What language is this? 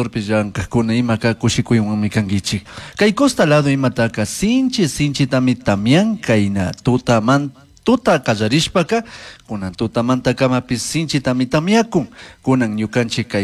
Chimborazo Highland Quichua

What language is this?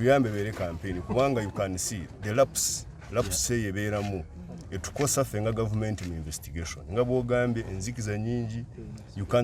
Ganda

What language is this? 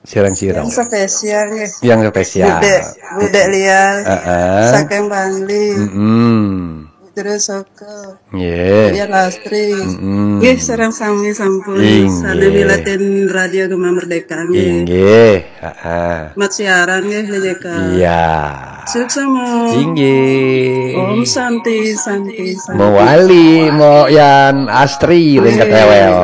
Balinese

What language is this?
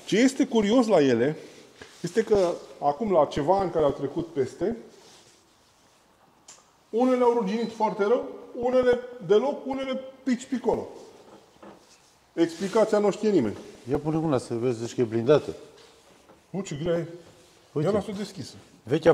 Romanian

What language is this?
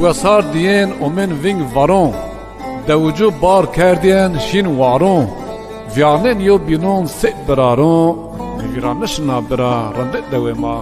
Zaza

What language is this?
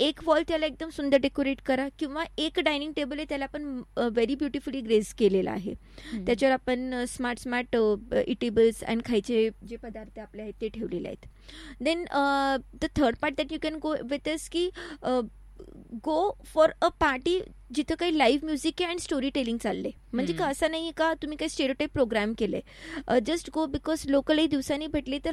Marathi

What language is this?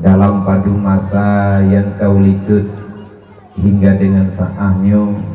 Achinese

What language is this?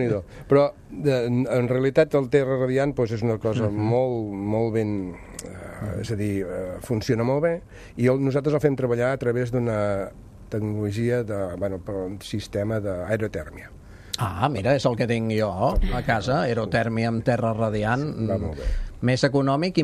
Catalan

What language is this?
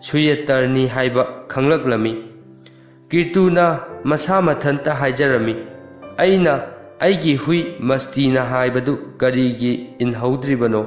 Manipuri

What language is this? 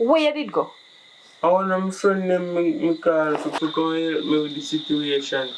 Jamaican Creole English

